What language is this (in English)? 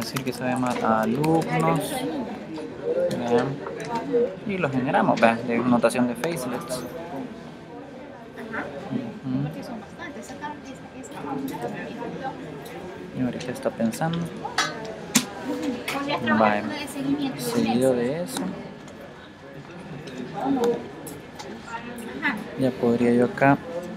Spanish